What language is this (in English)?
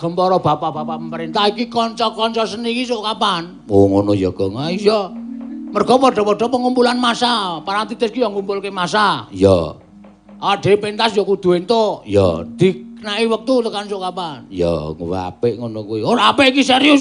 Javanese